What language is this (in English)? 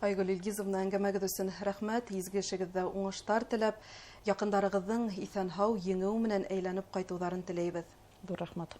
Bashkir